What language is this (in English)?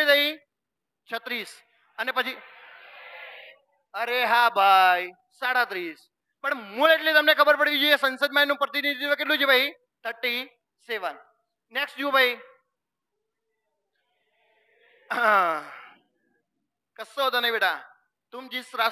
Gujarati